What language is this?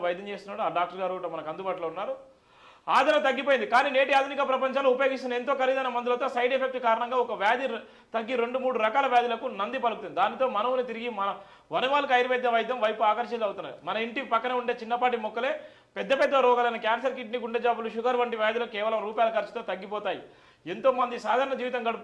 Telugu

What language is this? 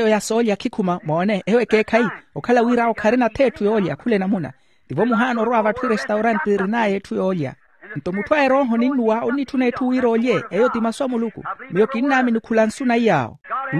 Makhuwa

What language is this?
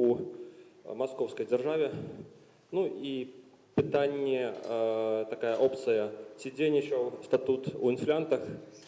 Belarusian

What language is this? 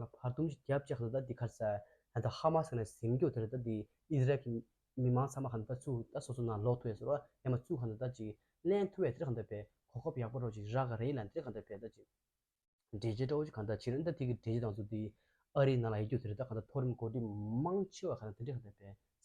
Tibetan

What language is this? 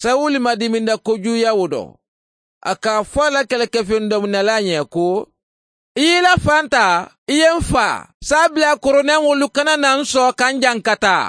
Bambara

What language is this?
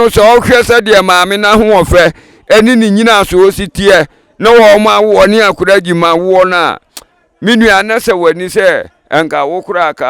Akan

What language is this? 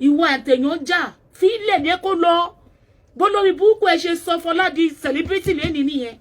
Yoruba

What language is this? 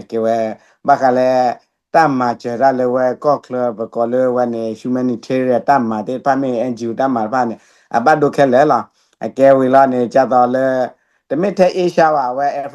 S'gaw Karen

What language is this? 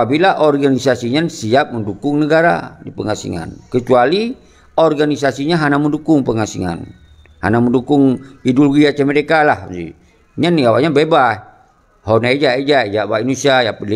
Achinese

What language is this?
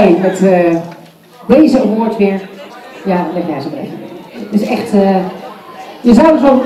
Dutch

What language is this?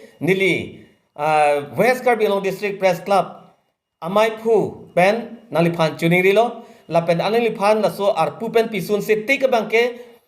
Karbi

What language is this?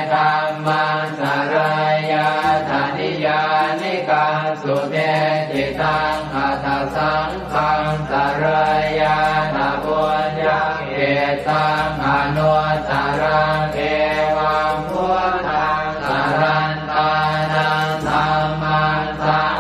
Pali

